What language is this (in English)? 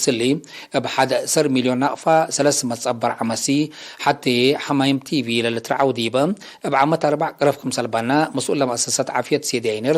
Tigre